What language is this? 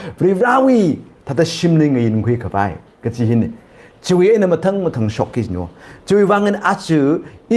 Tangkhul Naga (India)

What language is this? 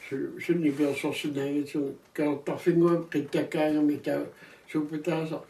Kalaallisut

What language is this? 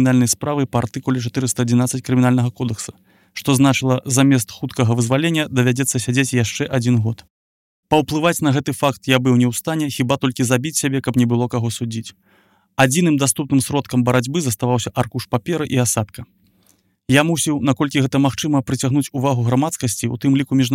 Belarusian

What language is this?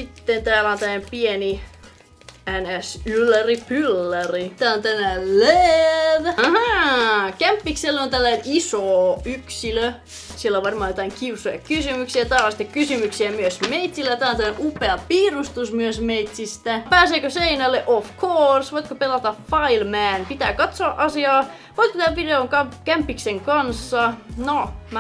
Finnish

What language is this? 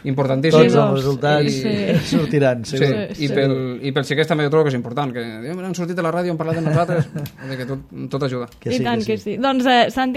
Catalan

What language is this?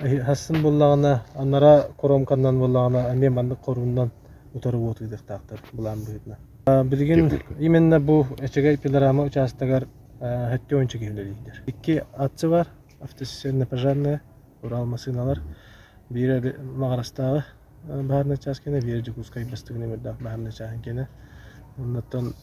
Yakut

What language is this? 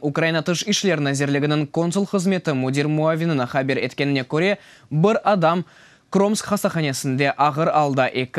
Crimean Tatar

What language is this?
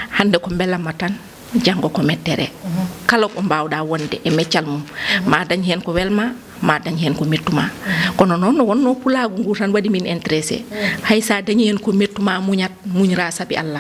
Fula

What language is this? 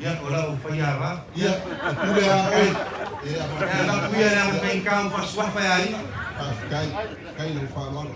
Samoan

